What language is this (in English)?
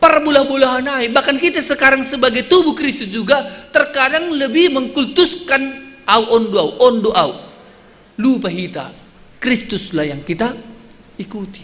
Batak Simalungun